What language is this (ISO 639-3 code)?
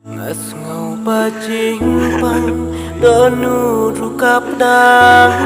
kha